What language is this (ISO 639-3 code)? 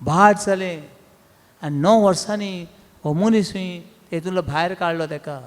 kok